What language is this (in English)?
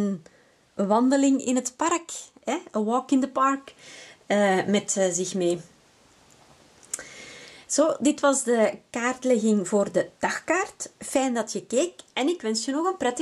Dutch